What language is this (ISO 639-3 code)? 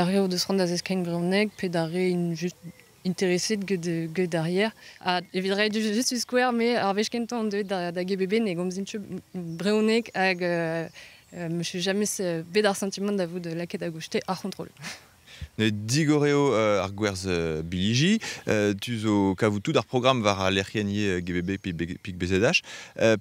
bre